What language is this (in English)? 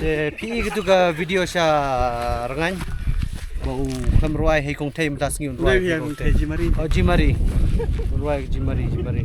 Khasi